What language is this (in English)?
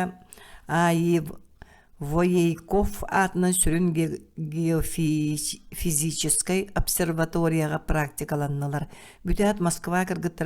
Yakut